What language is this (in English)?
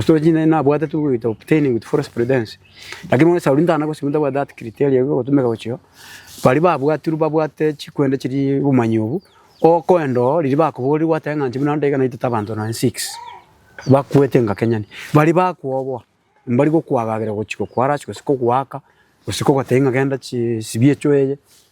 Gusii